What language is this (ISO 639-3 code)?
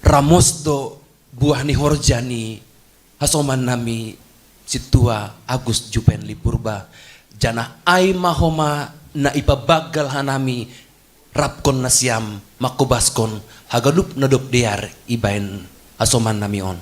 bts